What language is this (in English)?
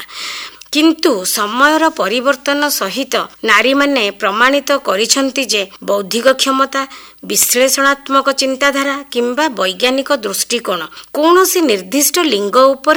Odia